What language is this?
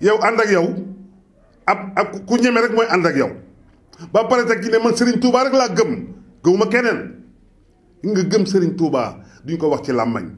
Wolof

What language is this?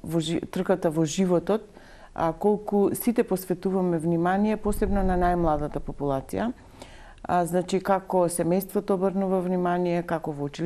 Macedonian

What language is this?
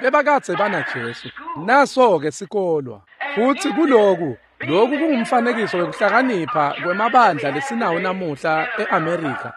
Swati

